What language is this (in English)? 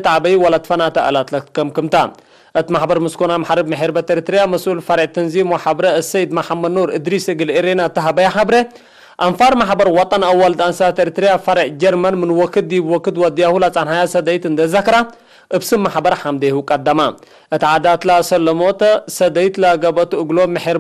Tigre